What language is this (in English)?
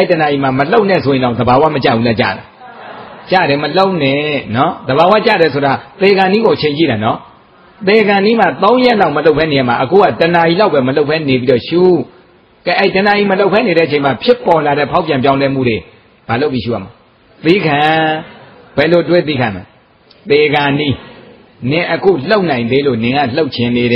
Burmese